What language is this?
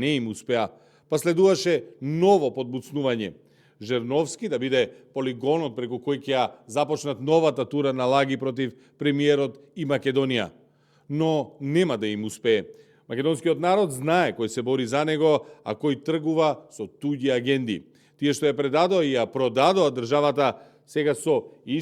Macedonian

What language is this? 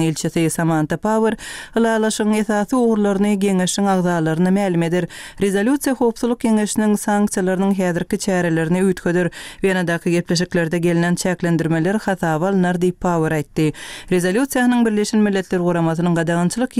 Turkmen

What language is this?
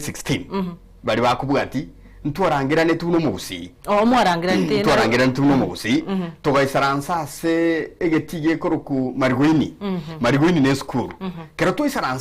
Gusii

